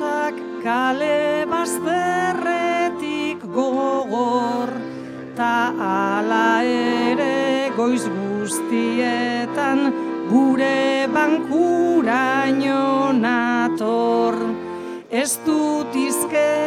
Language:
Basque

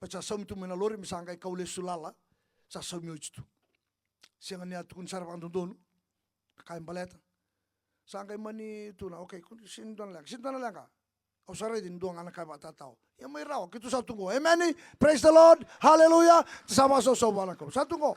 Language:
Fijian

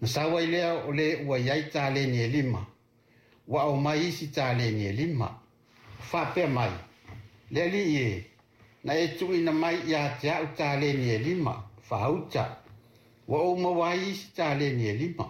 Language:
Samoan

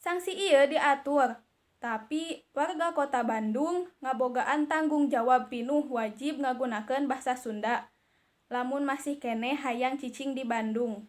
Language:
Sundanese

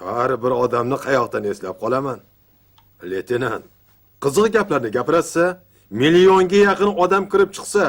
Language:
Uzbek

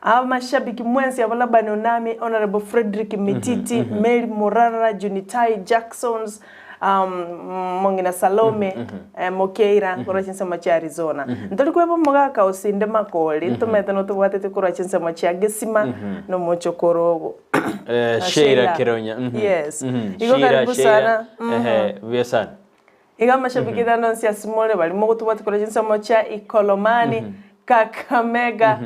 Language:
Gusii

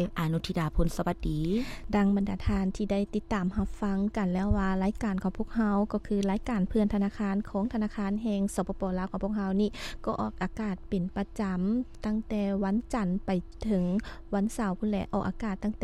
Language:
Lao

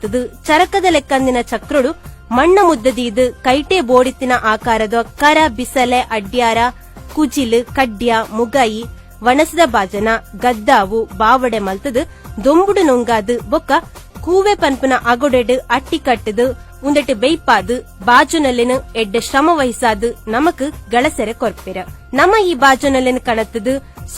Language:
Tulu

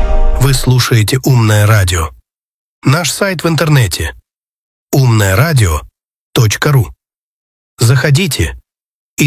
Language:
Russian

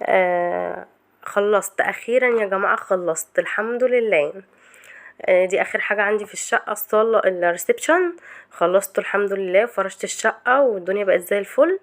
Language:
Egyptian Arabic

